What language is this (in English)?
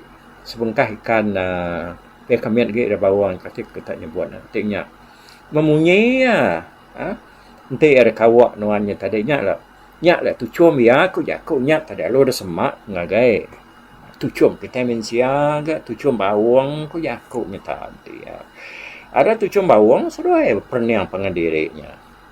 Iban